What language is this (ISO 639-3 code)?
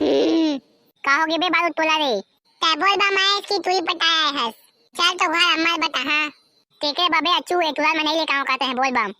hne